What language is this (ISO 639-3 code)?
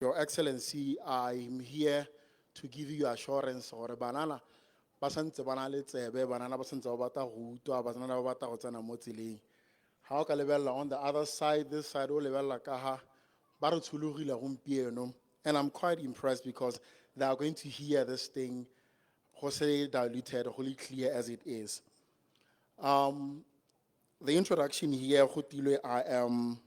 tsn